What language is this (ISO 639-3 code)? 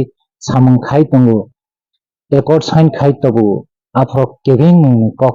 trp